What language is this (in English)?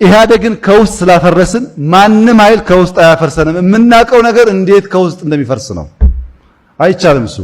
Amharic